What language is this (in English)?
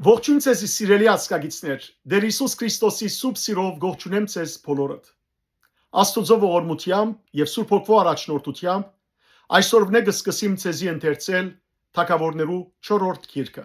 Western Armenian